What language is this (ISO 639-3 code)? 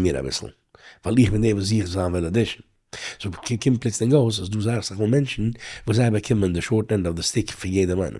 yid